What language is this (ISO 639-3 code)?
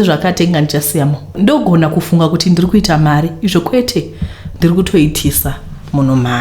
sna